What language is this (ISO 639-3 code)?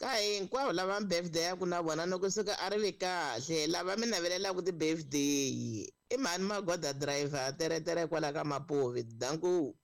tso